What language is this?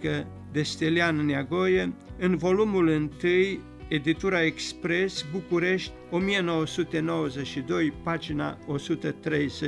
Romanian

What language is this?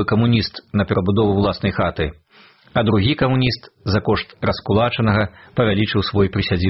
Belarusian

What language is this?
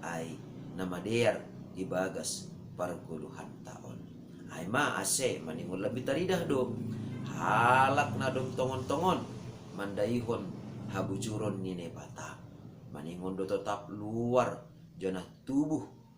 Batak Simalungun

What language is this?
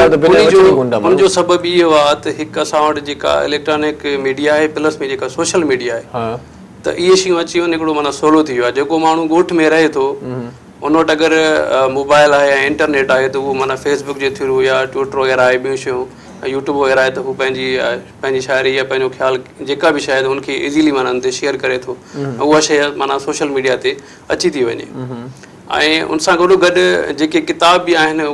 Sindhi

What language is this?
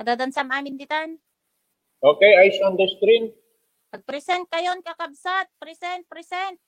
Iloko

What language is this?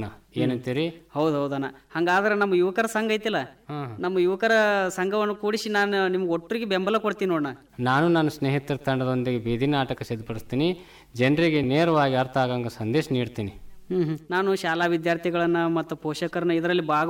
Kannada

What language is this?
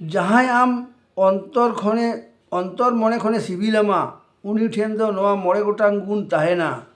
Santali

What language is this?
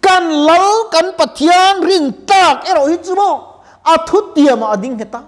Mizo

